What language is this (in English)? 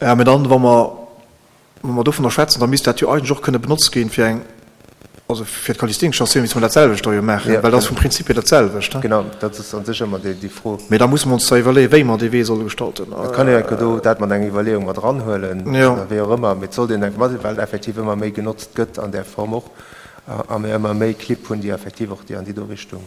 Luxembourgish